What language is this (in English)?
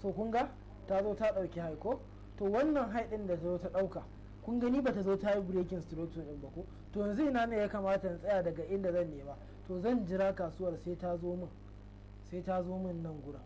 Hausa